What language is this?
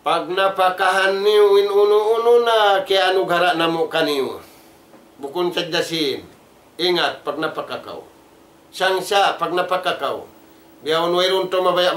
Tausug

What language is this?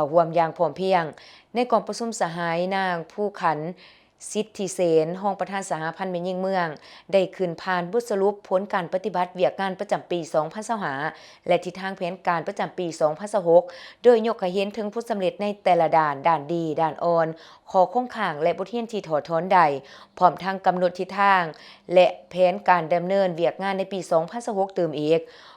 Lao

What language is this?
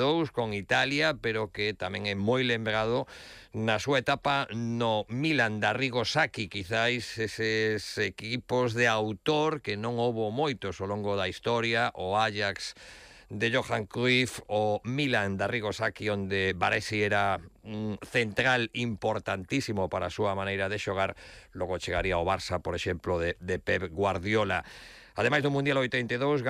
Galician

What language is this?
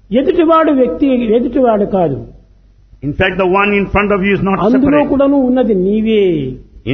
Telugu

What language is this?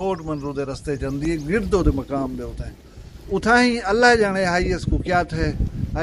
Saraiki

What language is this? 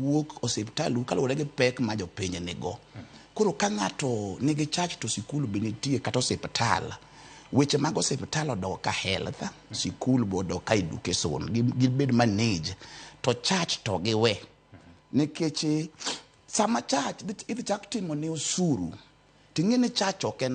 Luo (Kenya and Tanzania)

